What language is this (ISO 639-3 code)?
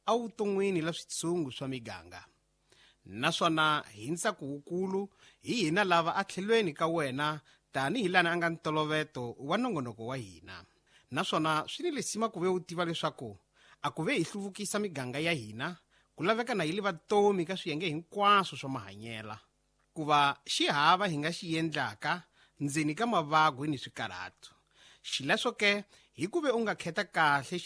tso